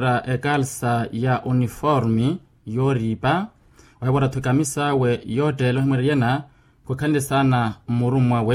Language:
Makhuwa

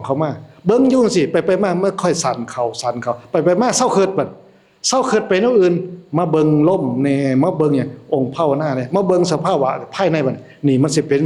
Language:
Northeastern Thai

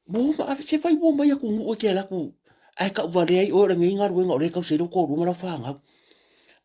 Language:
Samoan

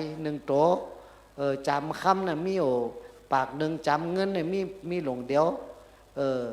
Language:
Shan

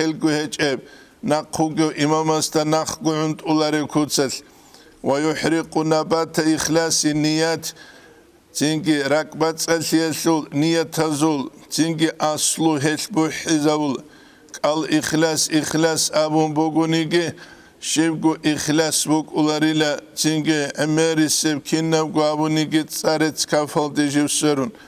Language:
Avaric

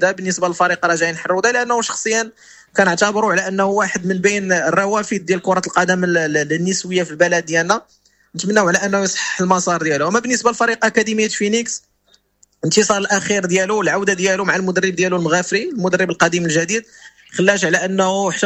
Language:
Moroccan Arabic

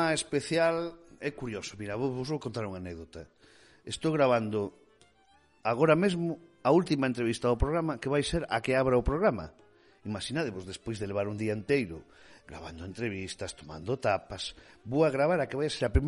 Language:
Galician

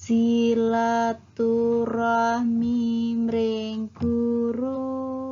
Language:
Javanese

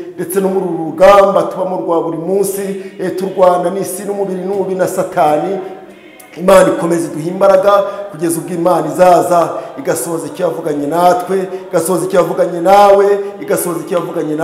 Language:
Kinyarwanda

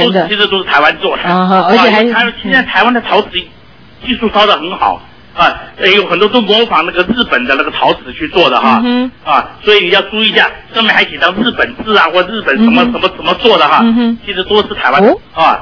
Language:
Chinese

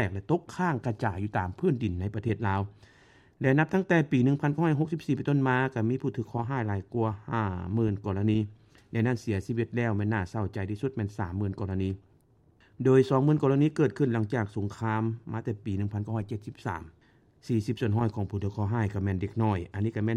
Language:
Lao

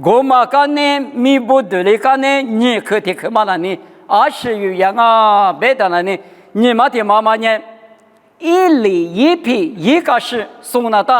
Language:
Lisu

